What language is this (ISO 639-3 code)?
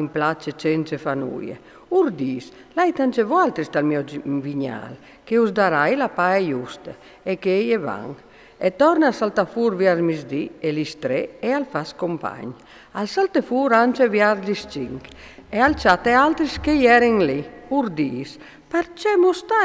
fur